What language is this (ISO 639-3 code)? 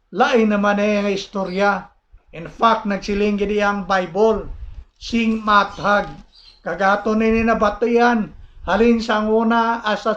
hil